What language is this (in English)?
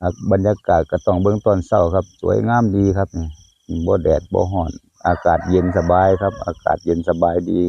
Northeastern Thai